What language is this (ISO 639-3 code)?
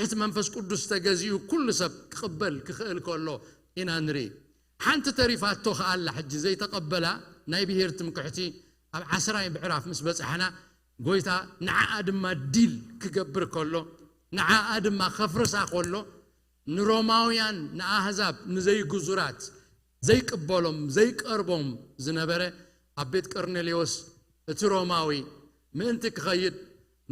tir